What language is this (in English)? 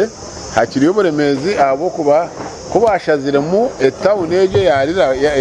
Nyankole